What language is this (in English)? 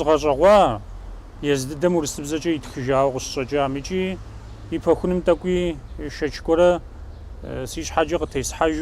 Kabardian